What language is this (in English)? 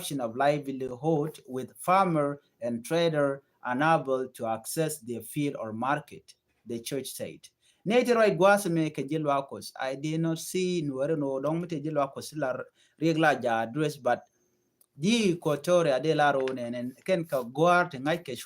Nuer